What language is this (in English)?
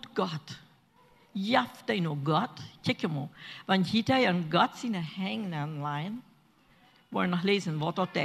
Plautdietsch